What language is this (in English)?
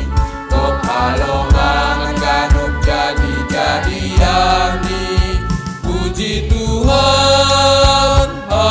Batak Simalungun